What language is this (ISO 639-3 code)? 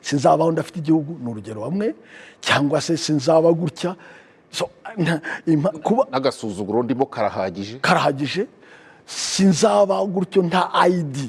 kin